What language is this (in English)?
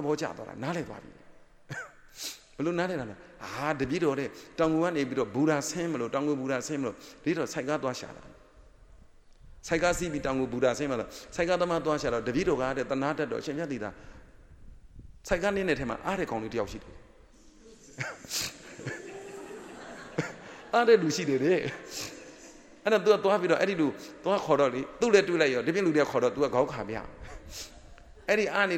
Burmese